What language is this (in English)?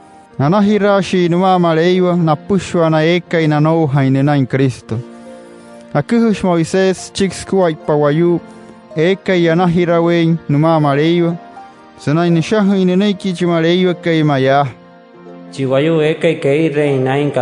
Wayuu